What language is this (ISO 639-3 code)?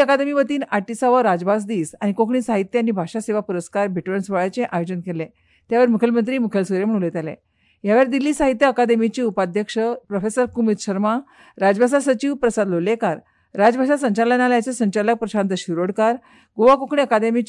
kok